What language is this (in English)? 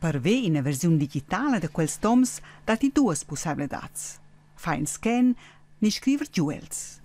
Romansh